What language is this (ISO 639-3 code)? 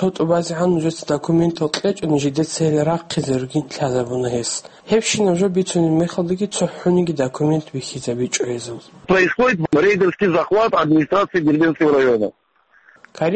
ava